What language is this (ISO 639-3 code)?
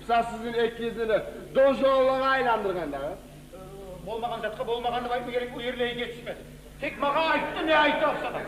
kum